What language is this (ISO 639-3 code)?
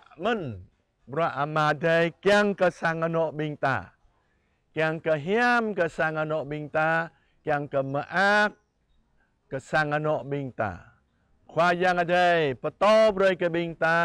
jra